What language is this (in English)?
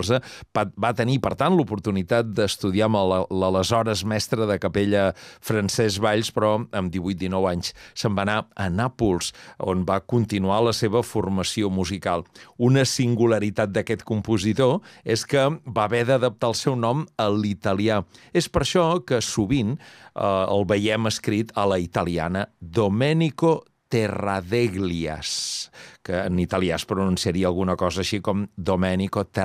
Catalan